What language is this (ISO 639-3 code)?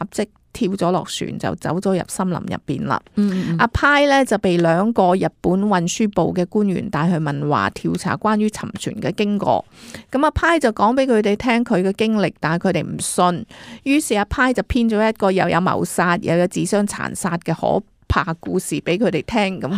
yue